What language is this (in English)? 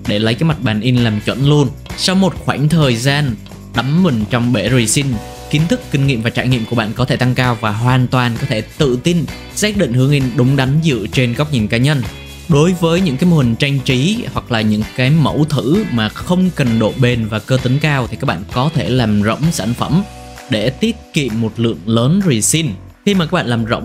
Vietnamese